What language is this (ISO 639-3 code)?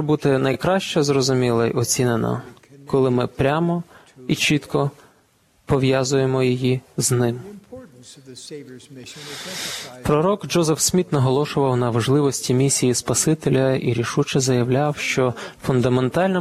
ukr